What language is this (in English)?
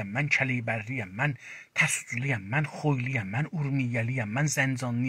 South Azerbaijani